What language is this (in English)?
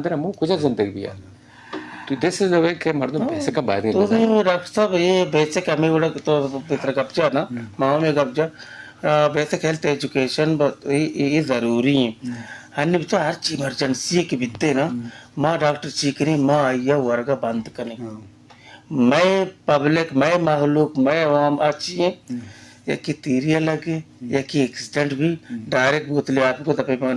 Eastern Balochi